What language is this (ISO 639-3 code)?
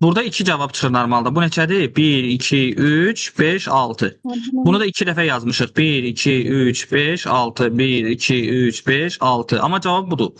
aze